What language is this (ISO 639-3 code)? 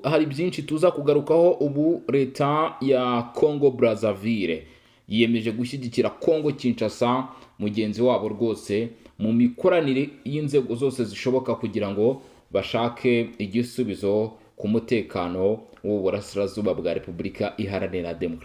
kin